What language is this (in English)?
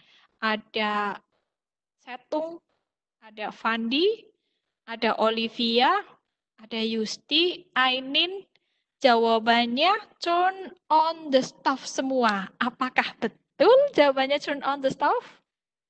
Indonesian